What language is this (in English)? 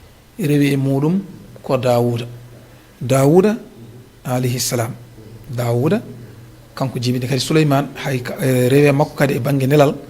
Fula